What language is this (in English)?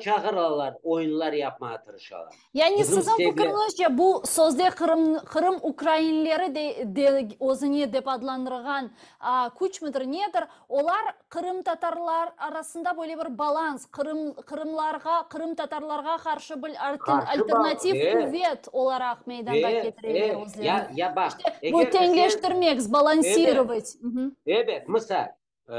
Crimean Tatar